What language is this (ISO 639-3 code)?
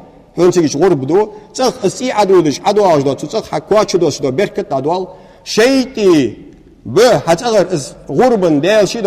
inh